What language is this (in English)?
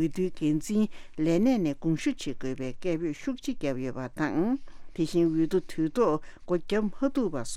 Tibetan